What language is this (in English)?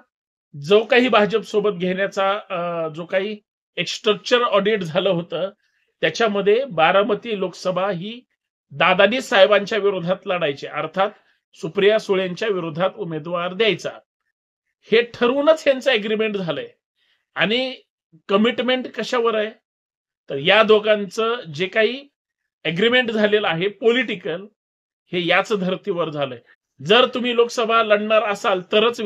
Marathi